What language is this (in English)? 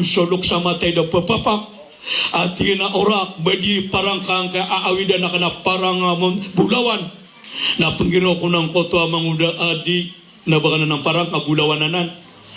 Maranao